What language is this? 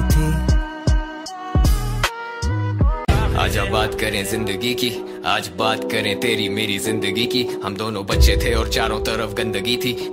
Hindi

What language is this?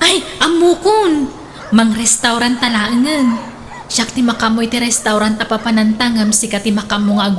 Iloko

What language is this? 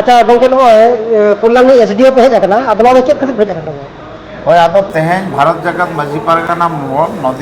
Santali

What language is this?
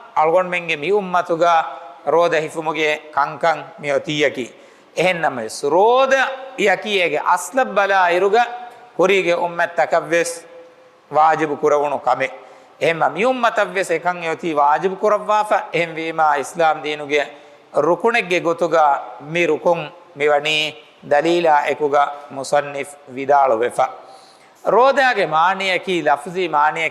Divehi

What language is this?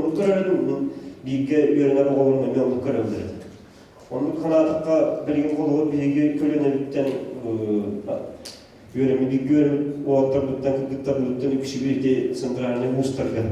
Yakut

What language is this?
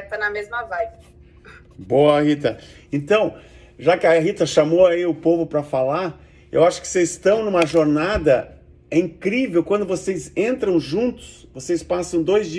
Portuguese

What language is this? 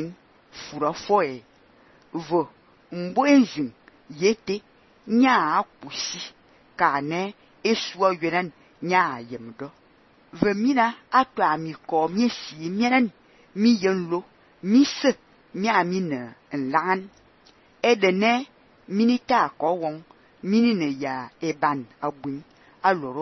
Fang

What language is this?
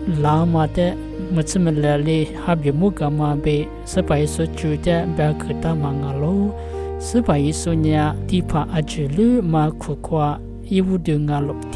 Lisu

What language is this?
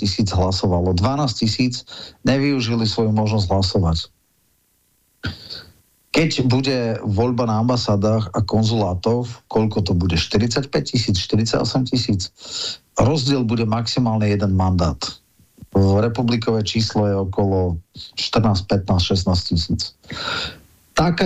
Slovak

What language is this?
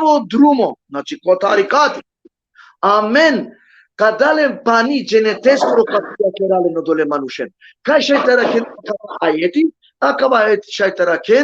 Balkan Romani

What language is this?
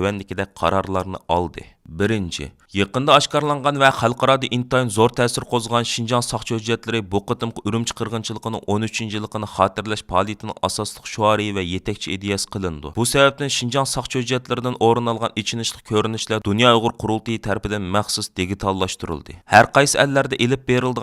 Uyghur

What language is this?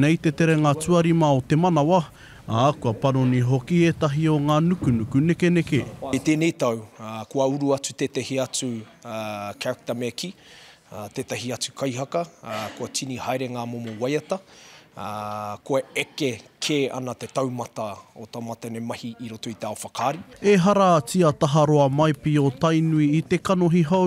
Māori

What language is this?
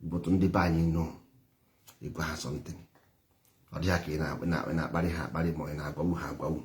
Igbo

